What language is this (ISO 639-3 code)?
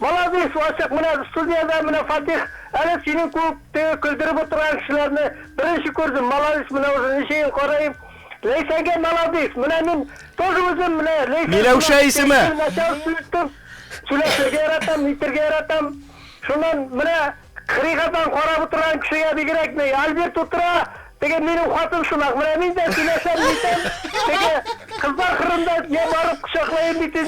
bak